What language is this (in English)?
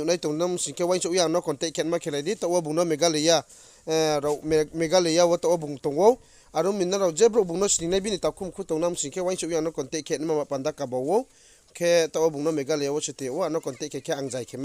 Riang (India)